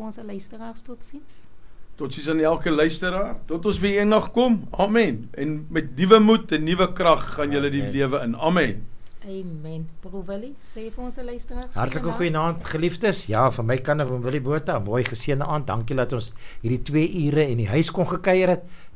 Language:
Afrikaans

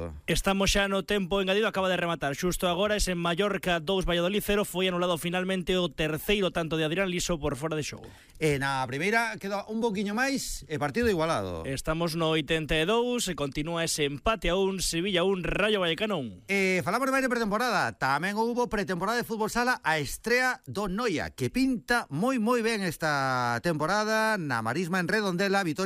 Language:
Galician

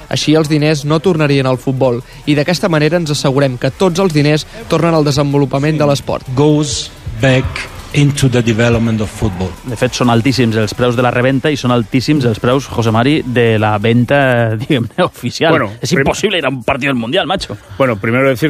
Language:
Catalan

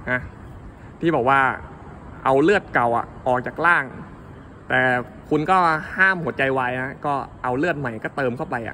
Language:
Thai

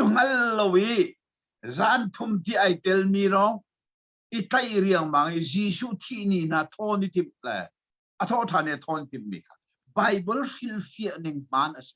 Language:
Hakha Chin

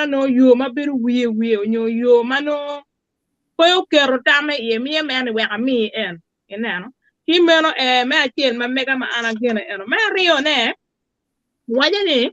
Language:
Acoli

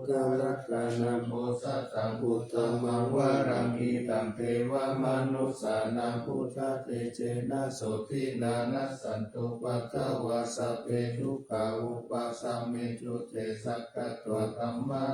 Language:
Pali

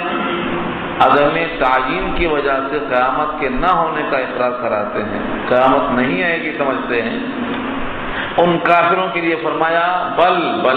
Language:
Urdu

